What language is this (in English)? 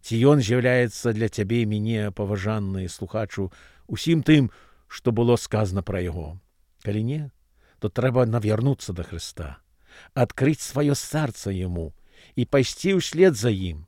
Belarusian